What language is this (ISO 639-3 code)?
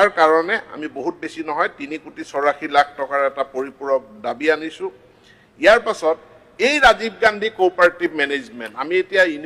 asm